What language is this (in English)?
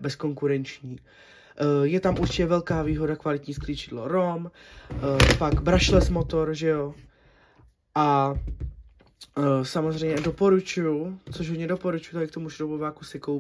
Czech